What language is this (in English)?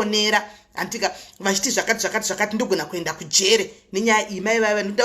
Shona